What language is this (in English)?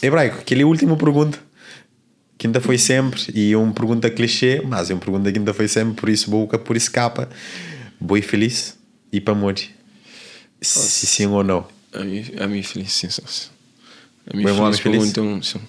Kabuverdianu